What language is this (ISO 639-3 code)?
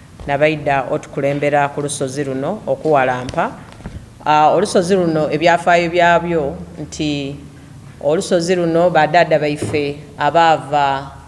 xog